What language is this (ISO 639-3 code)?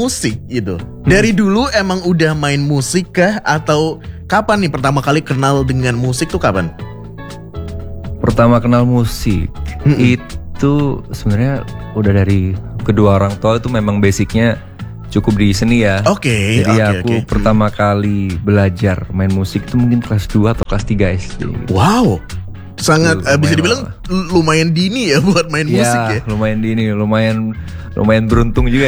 ind